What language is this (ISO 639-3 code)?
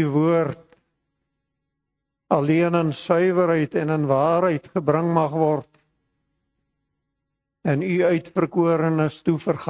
afr